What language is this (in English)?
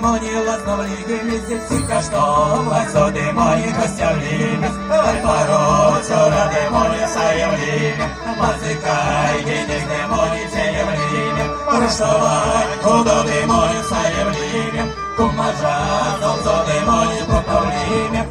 Erzya